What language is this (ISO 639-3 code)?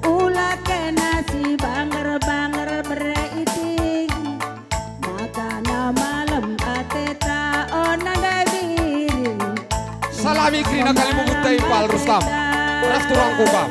btx